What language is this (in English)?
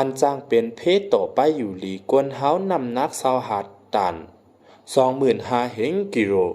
Shan